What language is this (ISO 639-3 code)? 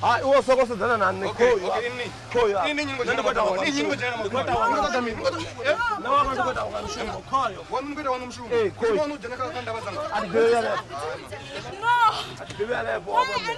ven